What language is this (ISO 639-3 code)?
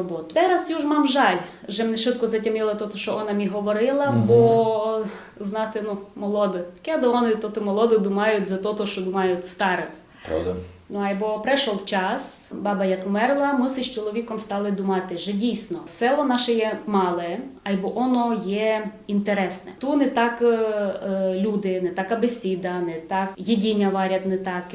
rue